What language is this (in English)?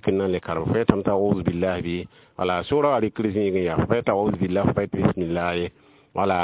Mossi